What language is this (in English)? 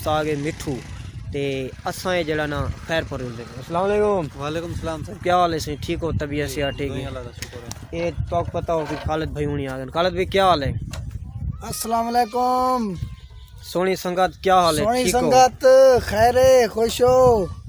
Saraiki